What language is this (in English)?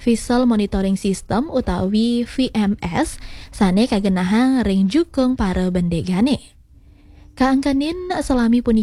Balinese